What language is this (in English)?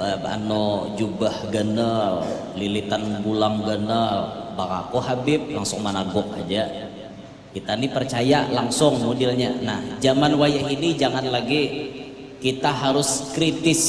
Banjar